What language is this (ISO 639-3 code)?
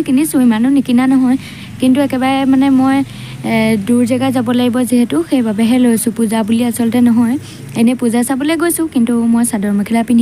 asm